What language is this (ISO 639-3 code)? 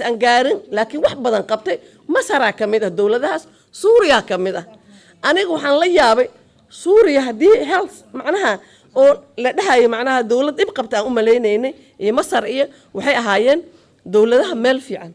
som